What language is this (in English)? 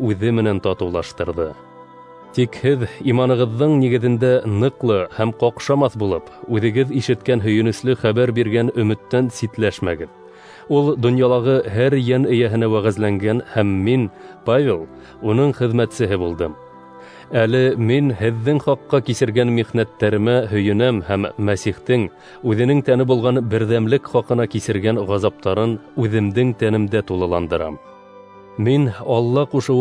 Bashkir